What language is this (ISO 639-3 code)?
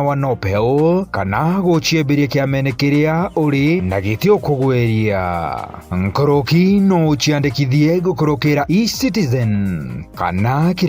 mer